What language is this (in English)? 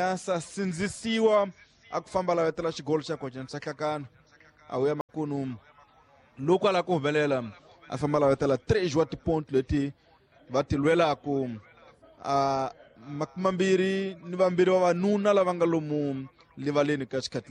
Tsonga